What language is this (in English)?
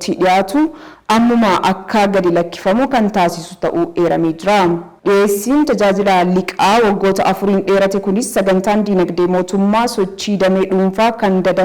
Oromo